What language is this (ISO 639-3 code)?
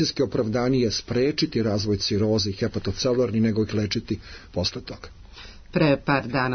srp